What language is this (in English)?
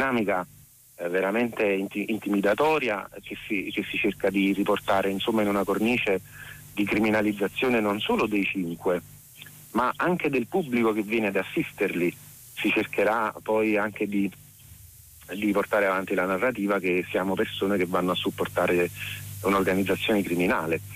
Italian